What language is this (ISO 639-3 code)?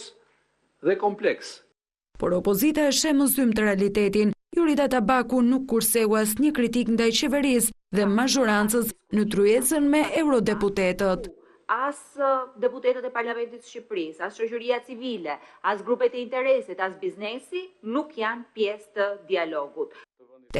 sqi